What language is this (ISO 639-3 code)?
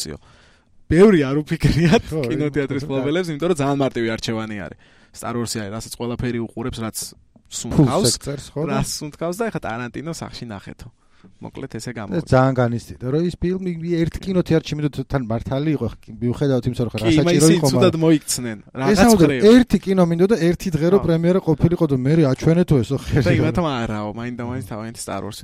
kat